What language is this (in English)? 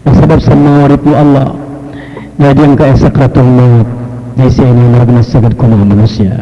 Maranao